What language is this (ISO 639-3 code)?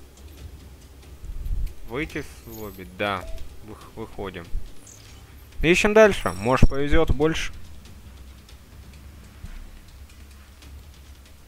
rus